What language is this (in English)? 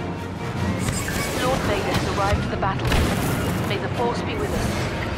English